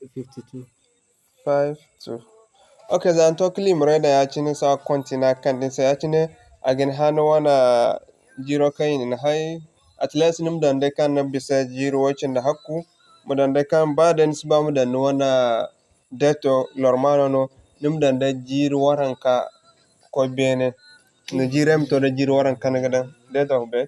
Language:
Zarma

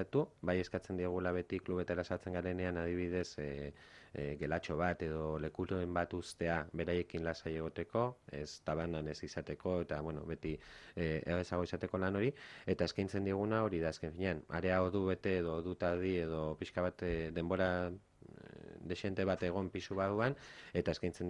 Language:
Basque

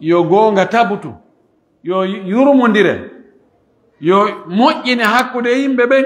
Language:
Pular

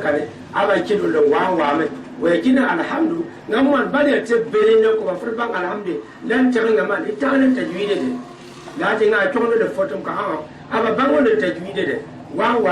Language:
Gourmanchéma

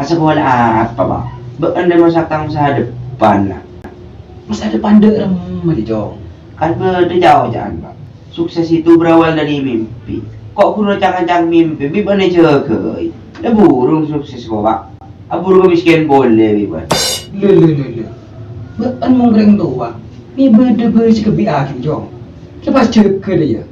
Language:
Madurese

